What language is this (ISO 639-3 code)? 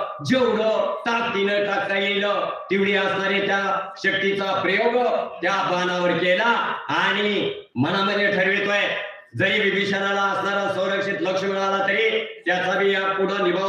mar